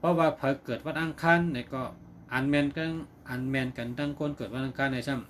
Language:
Shan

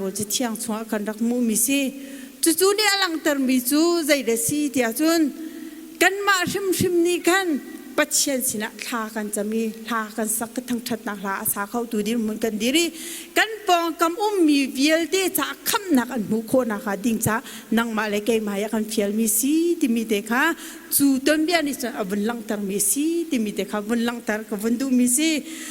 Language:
Hakha Chin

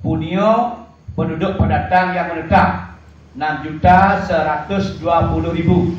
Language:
Balinese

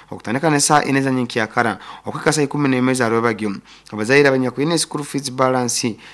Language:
Nyoro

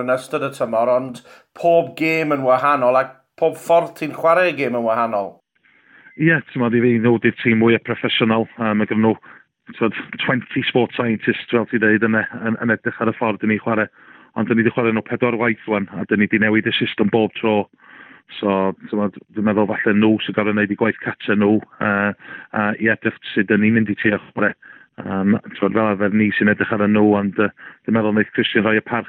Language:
Welsh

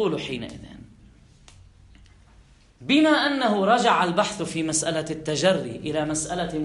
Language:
Arabic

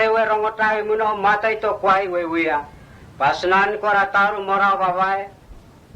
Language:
Mota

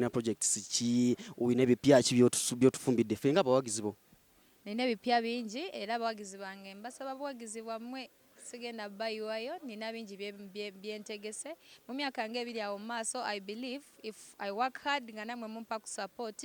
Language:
Ganda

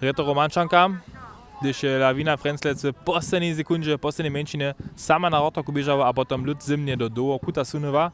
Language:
Upper Sorbian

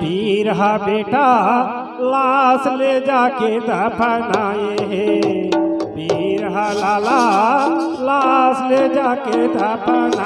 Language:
Chhattisgarhi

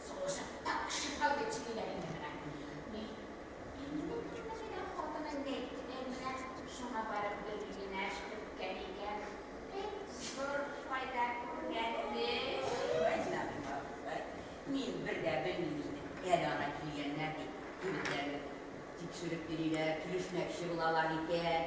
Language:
Tatar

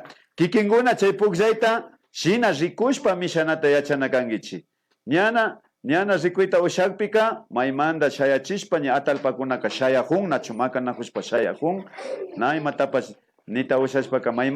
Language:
Imbabura Highland Quichua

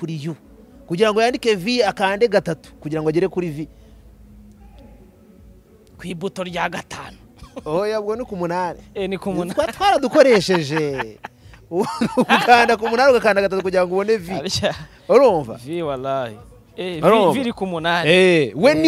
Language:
Kinyarwanda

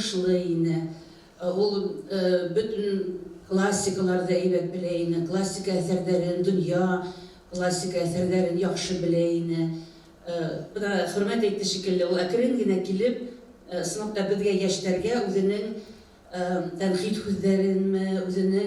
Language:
Bashkir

